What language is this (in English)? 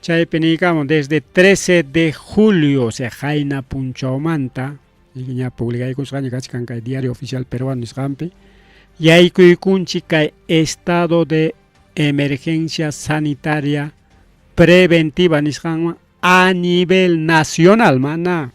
Ayacucho Quechua